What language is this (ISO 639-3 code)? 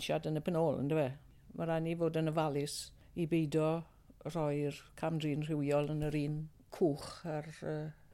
cym